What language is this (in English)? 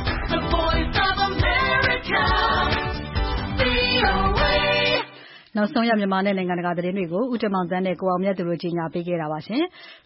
Burmese